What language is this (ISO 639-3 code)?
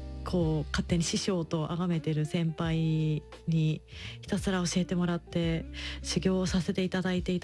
jpn